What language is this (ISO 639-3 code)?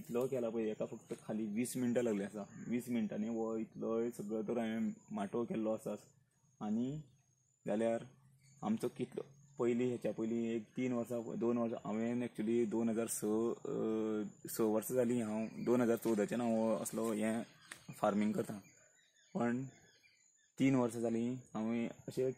kok